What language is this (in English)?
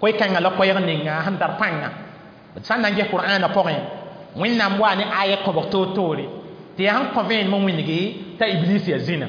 Mossi